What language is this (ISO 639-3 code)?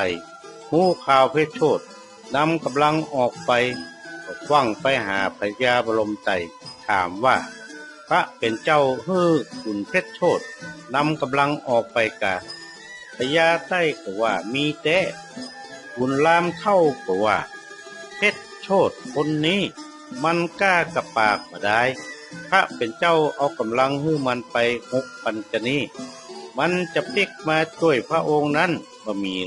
nod